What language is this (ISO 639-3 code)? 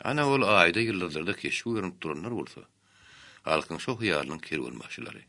tuk